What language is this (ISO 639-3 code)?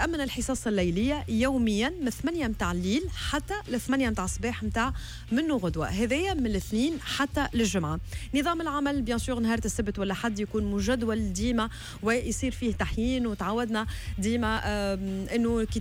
aeb